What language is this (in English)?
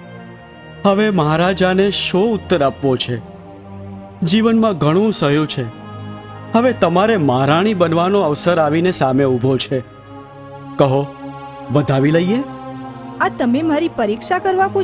Gujarati